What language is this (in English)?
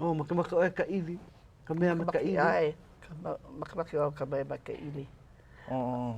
Hawaiian